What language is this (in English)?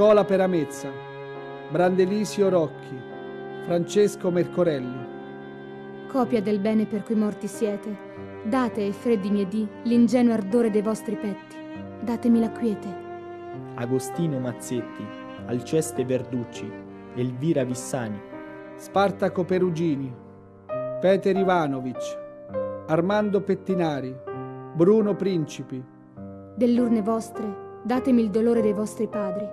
Italian